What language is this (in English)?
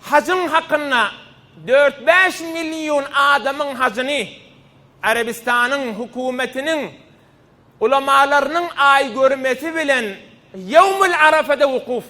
Turkmen